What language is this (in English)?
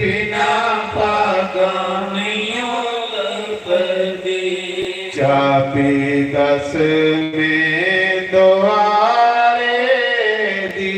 Dogri